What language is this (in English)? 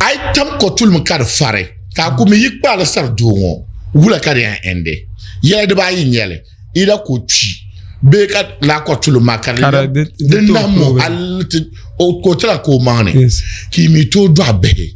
Dagbani